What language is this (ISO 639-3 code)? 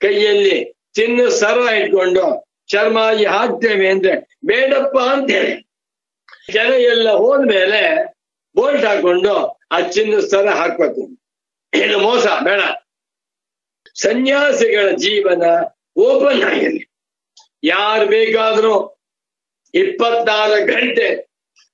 kan